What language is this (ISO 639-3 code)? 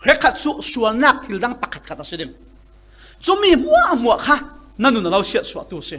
cfm